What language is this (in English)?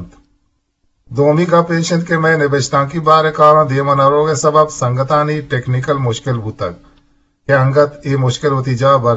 Eastern Balochi